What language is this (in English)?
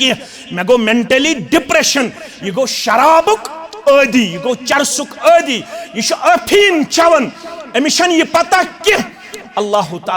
Kashmiri